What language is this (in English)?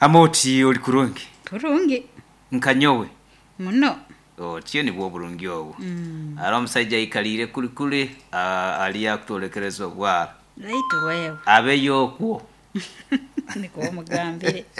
Nyoro